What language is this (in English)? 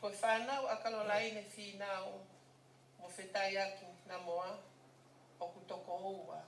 Tongan